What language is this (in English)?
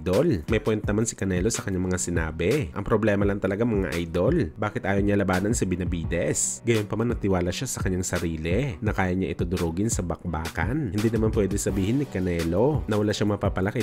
Filipino